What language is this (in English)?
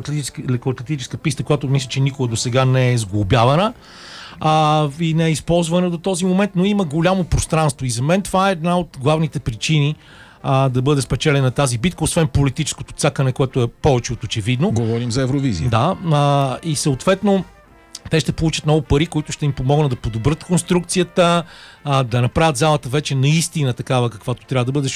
Bulgarian